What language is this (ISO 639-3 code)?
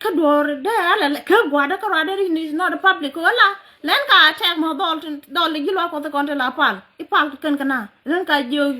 nus